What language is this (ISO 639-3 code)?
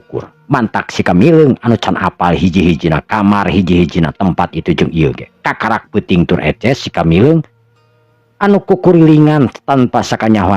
sun